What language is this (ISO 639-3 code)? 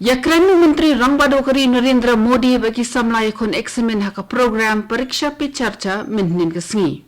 kha